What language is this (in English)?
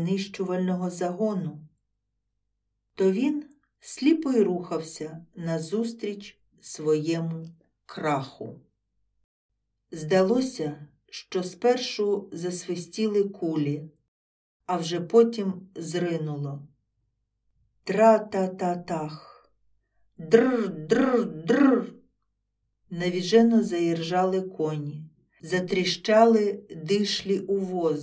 Ukrainian